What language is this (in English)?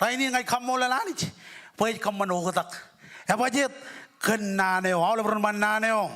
Marshallese